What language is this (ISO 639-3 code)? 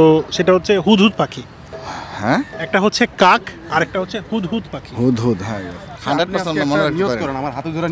ben